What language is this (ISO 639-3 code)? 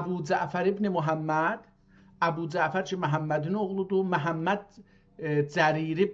azb